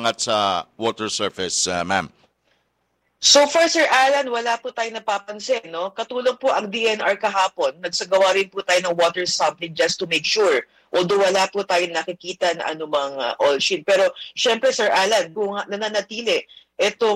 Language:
Filipino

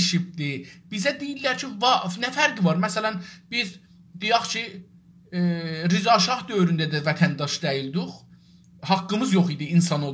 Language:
South Azerbaijani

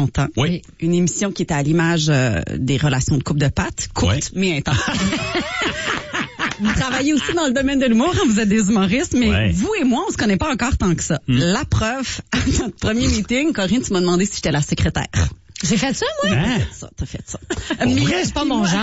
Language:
French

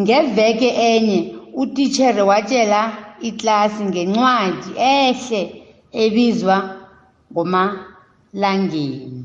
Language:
South Ndebele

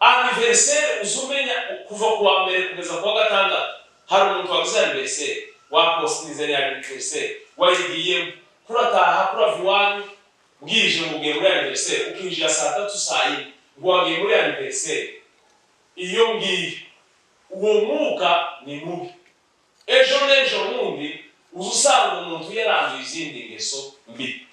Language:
Kinyarwanda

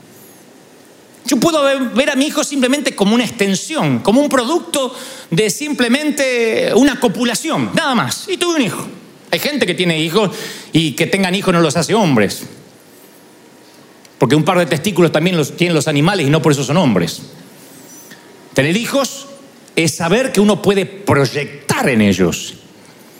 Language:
Spanish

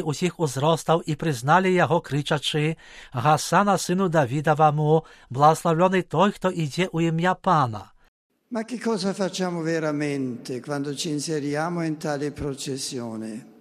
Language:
Belarusian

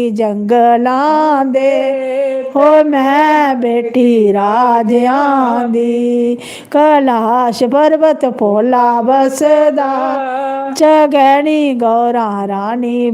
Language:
Dogri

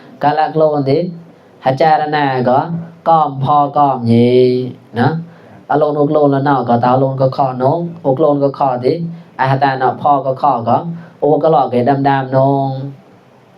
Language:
Mon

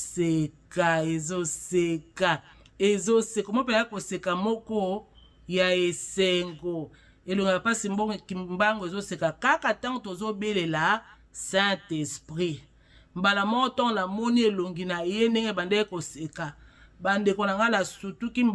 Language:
Lingala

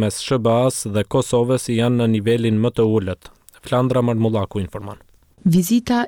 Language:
Albanian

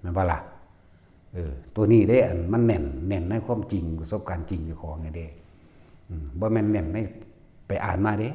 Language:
Northeastern Thai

